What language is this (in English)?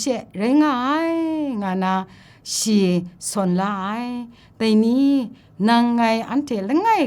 Kachin